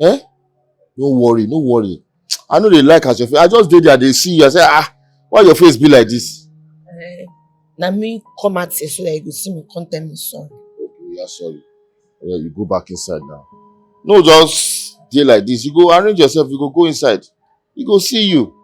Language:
Nigerian Pidgin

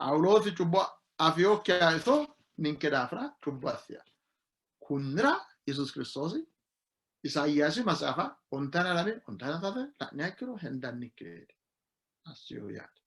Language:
Sidamo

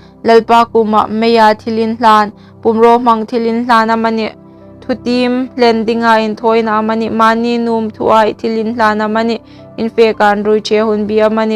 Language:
Hmar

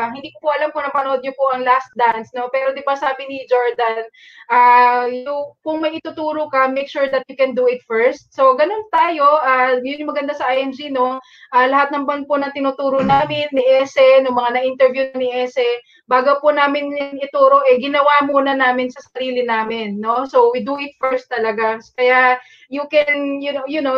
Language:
Filipino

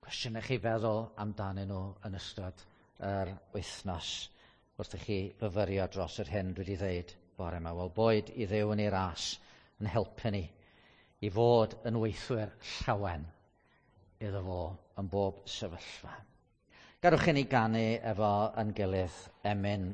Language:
Welsh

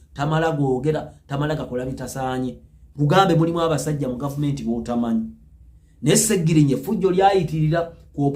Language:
Ganda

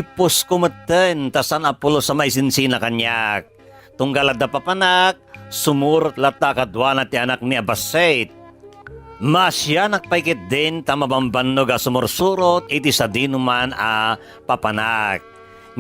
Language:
Iloko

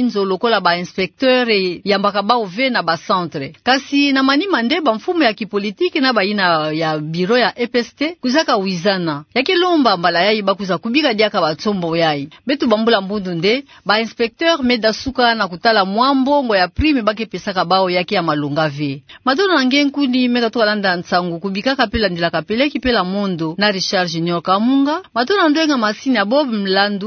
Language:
Kituba (Democratic Republic of Congo)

